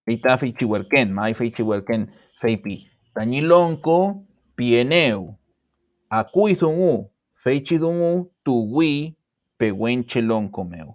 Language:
Mapuche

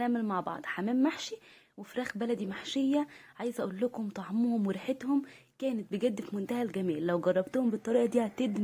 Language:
Egyptian Arabic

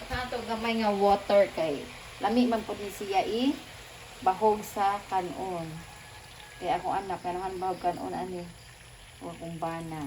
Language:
Cebuano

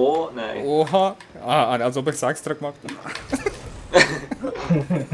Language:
Swiss German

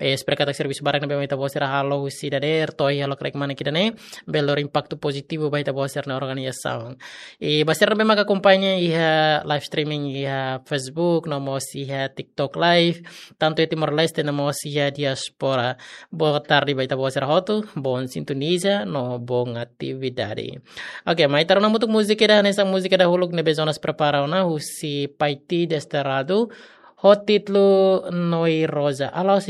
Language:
Tetum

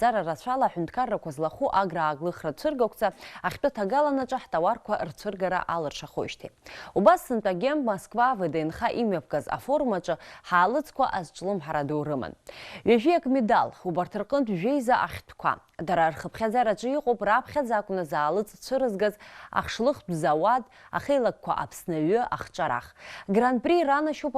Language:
Abkhazian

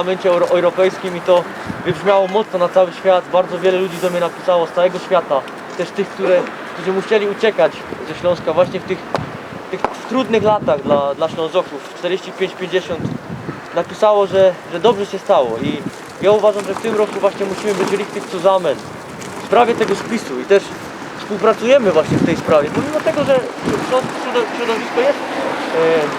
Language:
Silesian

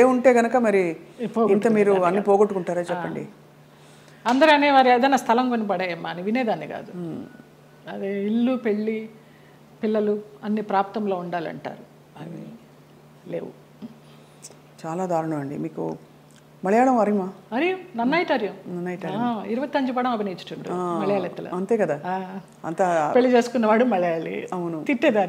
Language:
Telugu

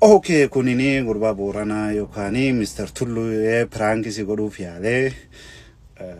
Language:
Oromo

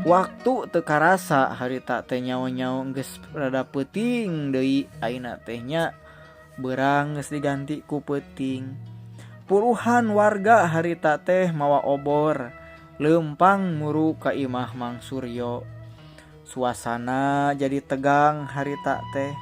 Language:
Sundanese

